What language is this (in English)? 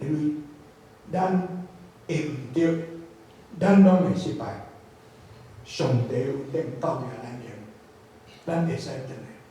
Min Nan Chinese